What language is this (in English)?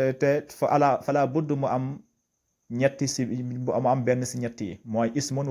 Wolof